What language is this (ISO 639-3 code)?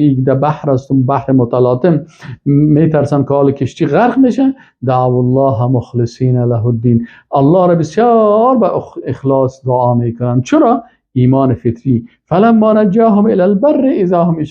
fas